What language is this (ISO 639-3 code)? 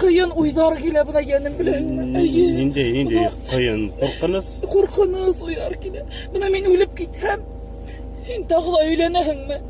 bak